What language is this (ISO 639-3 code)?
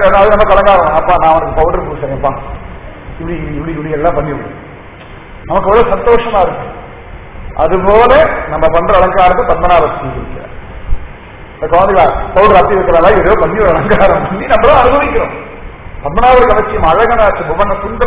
tam